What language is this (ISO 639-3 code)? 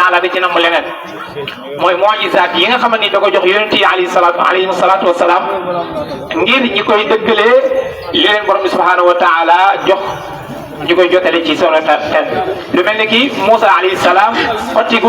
wol